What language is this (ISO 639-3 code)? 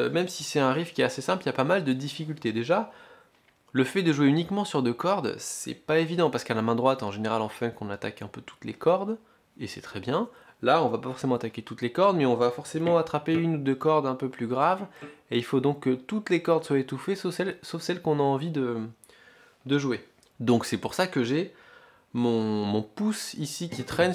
fra